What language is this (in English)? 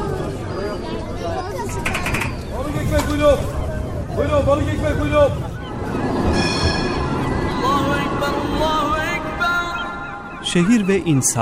Turkish